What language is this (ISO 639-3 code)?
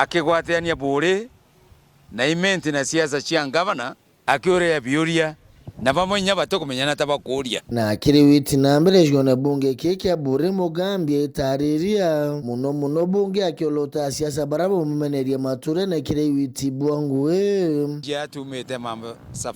mer